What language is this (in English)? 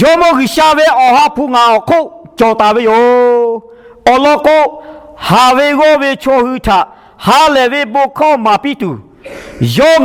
Lahu